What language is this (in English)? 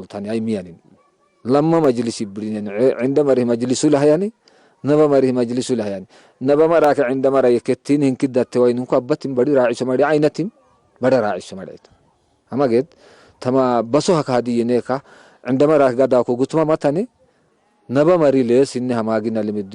Tigre